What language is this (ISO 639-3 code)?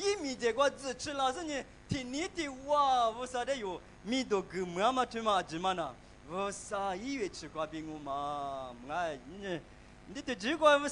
lis